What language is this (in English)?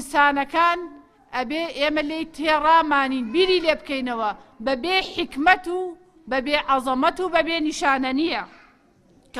Central Kurdish